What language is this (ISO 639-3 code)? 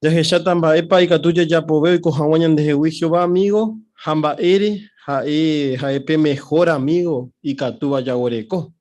grn